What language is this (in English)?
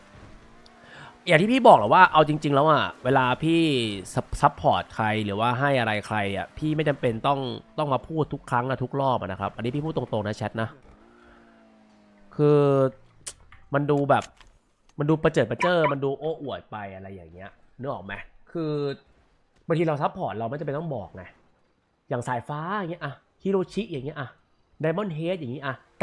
Thai